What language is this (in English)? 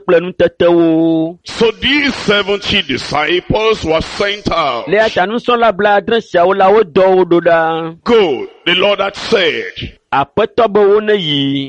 Ewe